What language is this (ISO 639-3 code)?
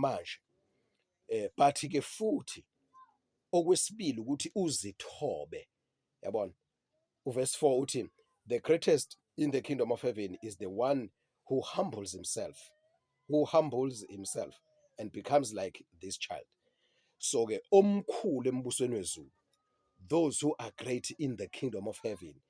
zul